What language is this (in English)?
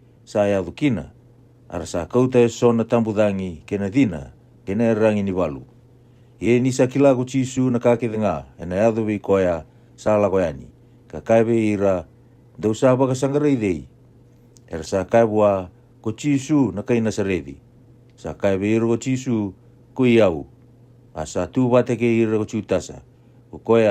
Fijian